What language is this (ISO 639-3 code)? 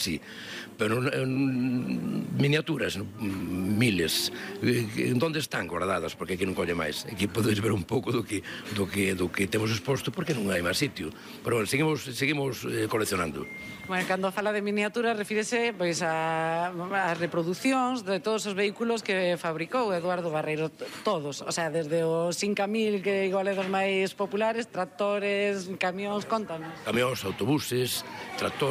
glg